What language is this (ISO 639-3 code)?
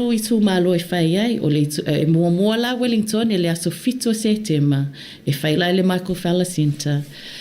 smo